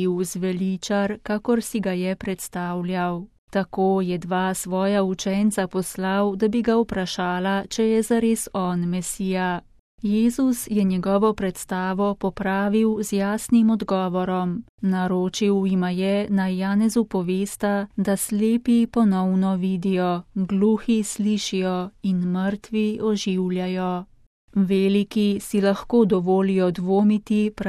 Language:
Slovenian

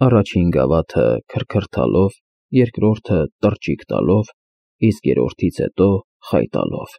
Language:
Armenian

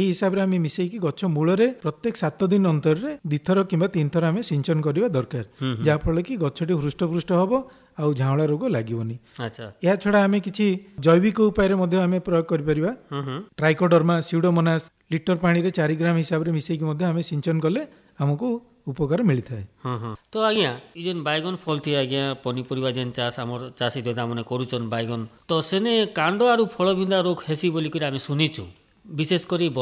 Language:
Odia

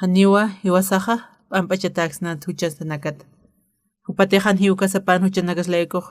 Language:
Aymara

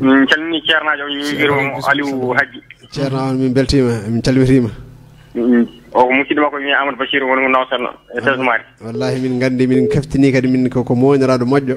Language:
Fula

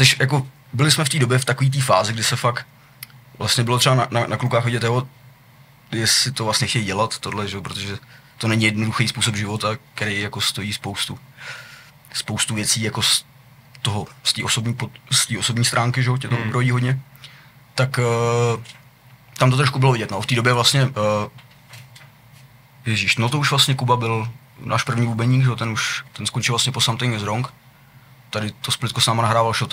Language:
Czech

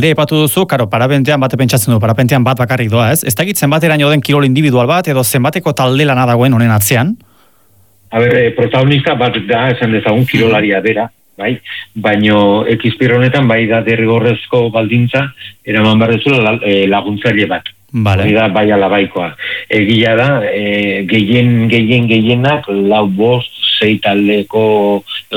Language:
Basque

